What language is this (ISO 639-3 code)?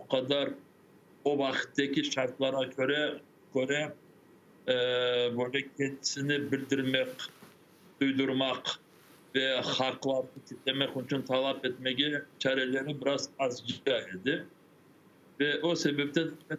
crh